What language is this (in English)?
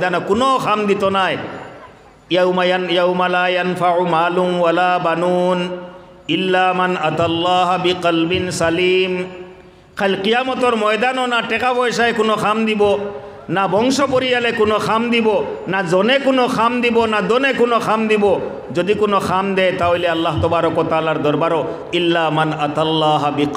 Sylheti